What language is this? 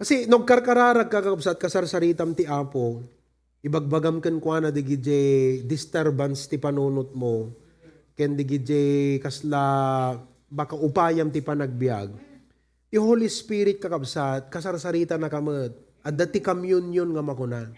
Iloko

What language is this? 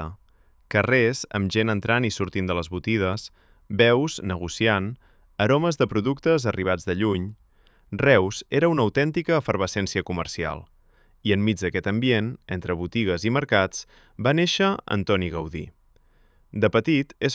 Catalan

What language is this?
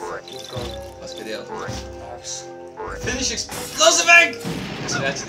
Faroese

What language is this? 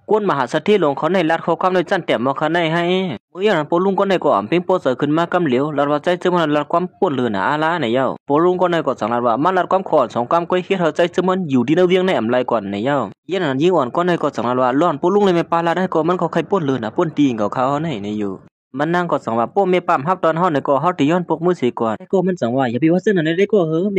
Shan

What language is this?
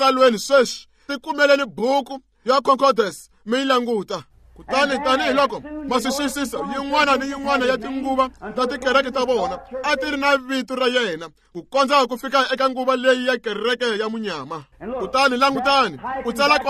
Tsonga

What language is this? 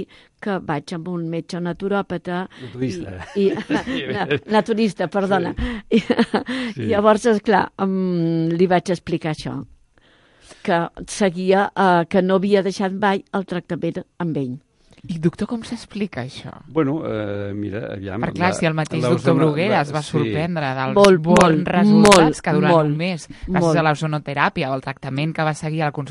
Catalan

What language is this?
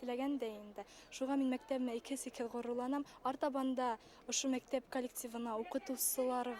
Bashkir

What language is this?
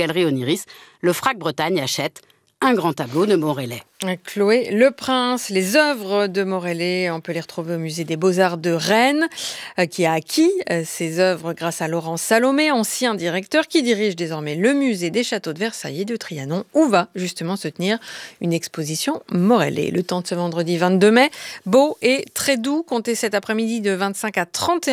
French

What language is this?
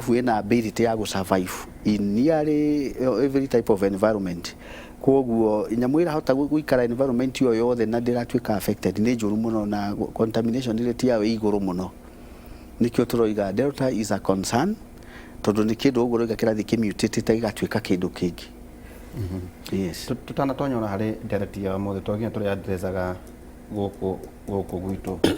Kikuyu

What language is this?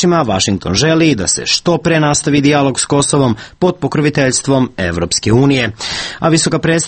Serbian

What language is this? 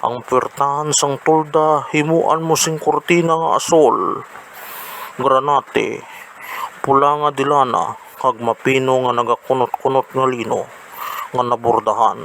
Hiligaynon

